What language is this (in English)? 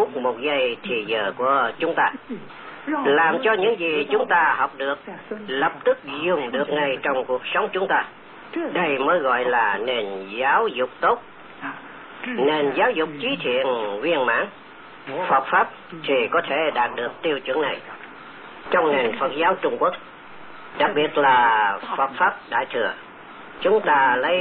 Vietnamese